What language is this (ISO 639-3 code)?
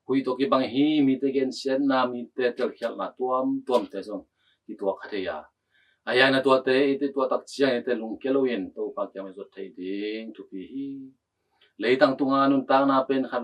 ctd